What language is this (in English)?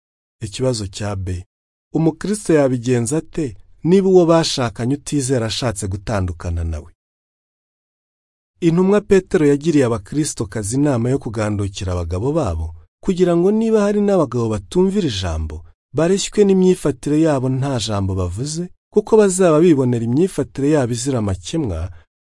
Kinyarwanda